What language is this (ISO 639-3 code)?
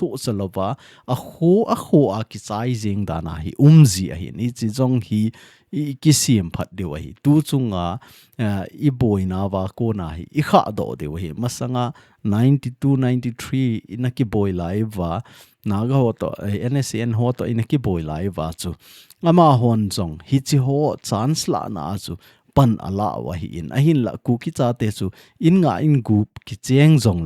tcz